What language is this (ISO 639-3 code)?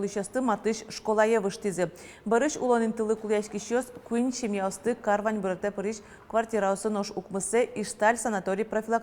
udm